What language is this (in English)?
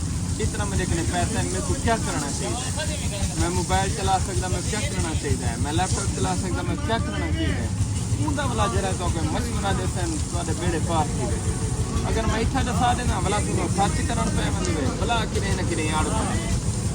Saraiki